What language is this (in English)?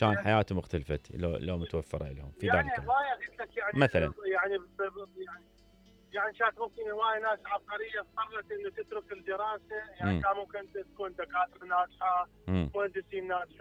Mesopotamian Arabic